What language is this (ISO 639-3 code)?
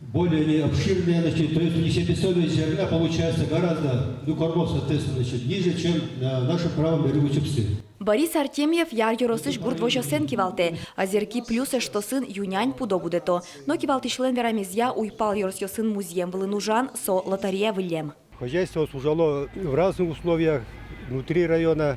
udm